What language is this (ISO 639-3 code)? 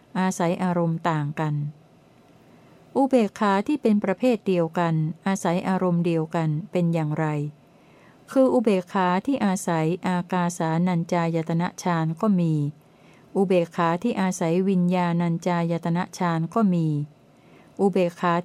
tha